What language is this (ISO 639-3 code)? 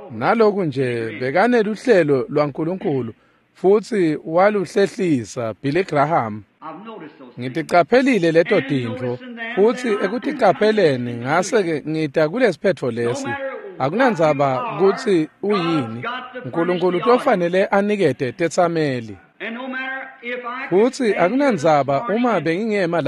ssw